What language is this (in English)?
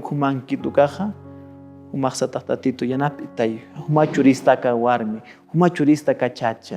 Aymara